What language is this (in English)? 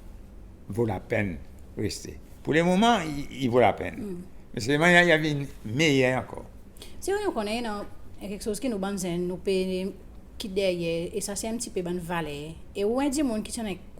Seselwa Creole French